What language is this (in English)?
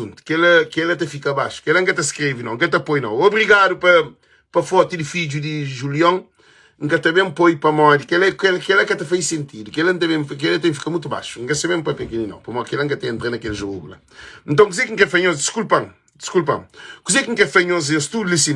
Kabuverdianu